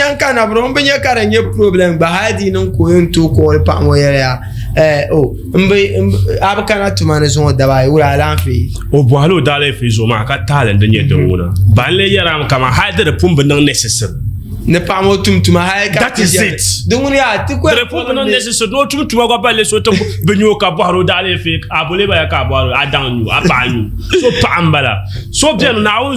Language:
Dagbani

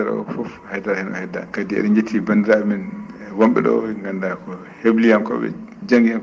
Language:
Fula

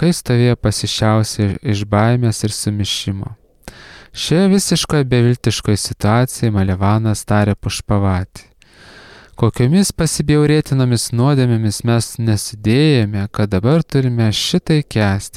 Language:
Lithuanian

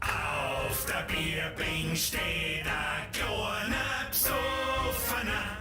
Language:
Bavarian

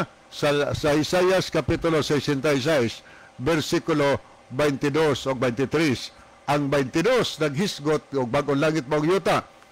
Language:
Cebuano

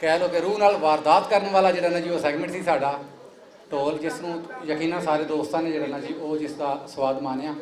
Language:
Western Panjabi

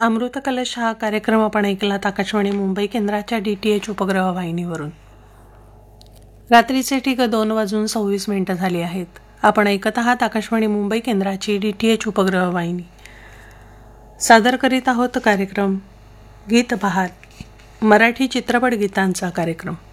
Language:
Marathi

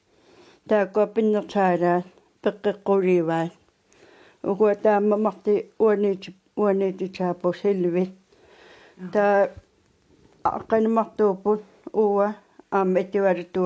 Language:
Kalaallisut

